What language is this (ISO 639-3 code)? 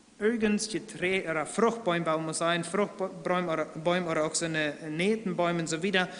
pdt